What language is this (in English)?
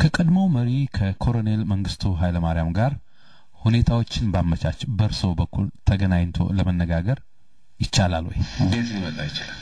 Amharic